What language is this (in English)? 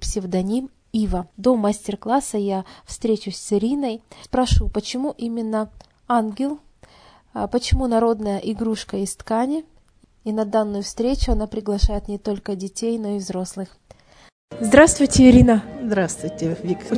Russian